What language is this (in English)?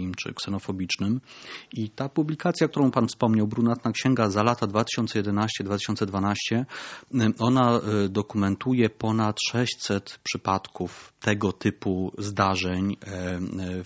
Polish